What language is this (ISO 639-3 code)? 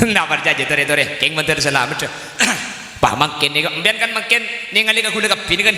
mad